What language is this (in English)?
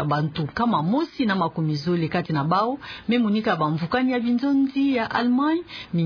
Kituba (Democratic Republic of Congo)